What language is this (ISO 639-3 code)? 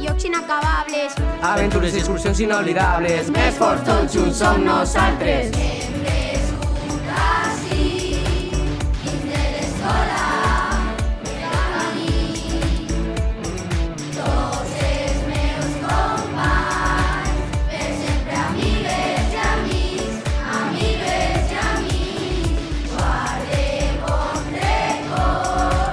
cat